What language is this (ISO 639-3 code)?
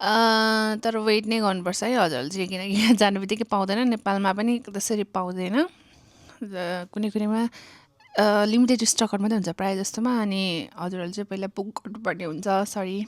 nep